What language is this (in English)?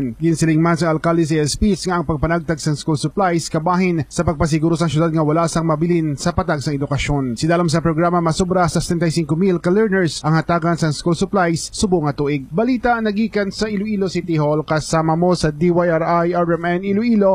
Hiligaynon